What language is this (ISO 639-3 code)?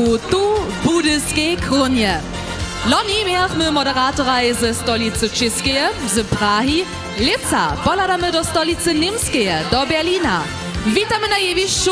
hsb